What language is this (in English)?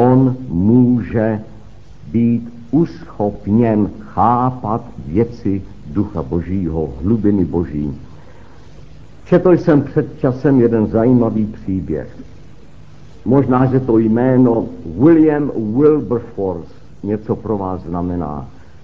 Czech